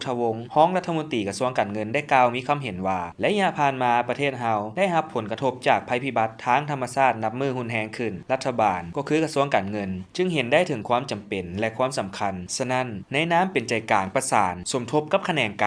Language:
Lao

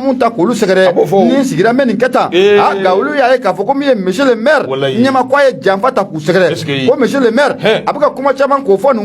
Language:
Bambara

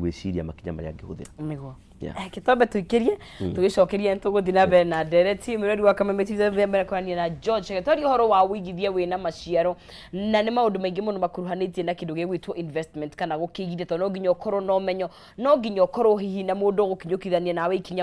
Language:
Kikuyu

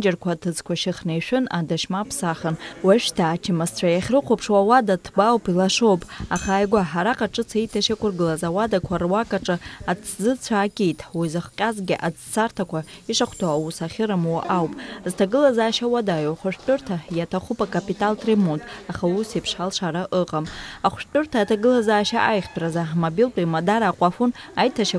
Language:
Abkhazian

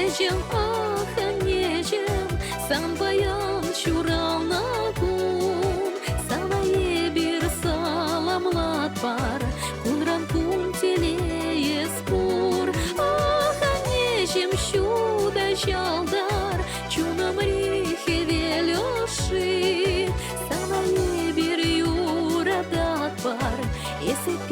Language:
Chuvash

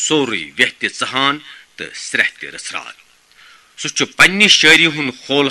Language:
Kashmiri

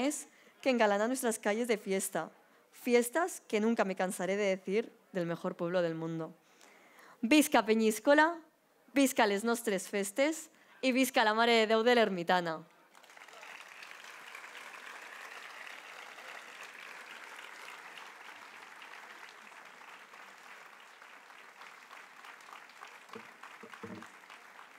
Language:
Spanish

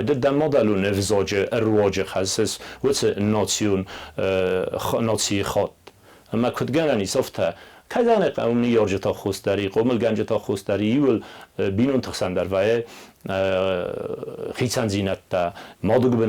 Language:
Ossetic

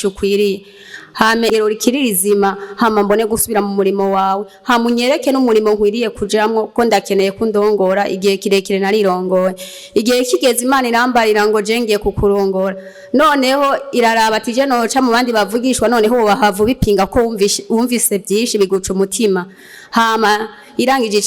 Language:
Rundi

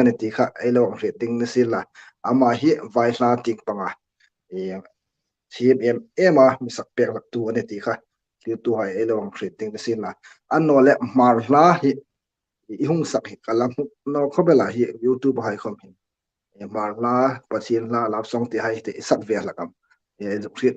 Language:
Hmar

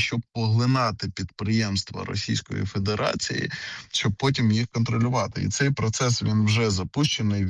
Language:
Ukrainian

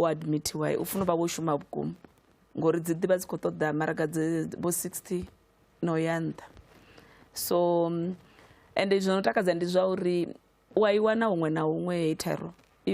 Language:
Venda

